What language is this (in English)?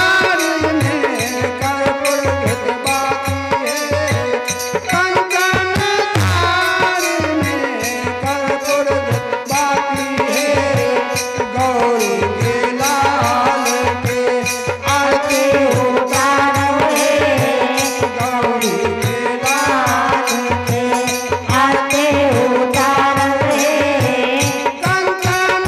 Bhojpuri